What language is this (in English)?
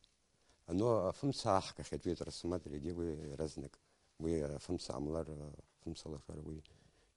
Abkhazian